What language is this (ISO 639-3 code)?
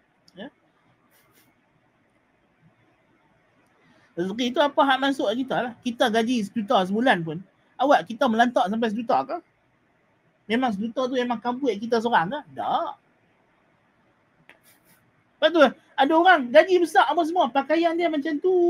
msa